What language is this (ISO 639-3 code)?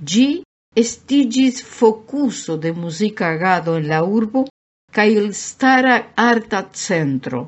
epo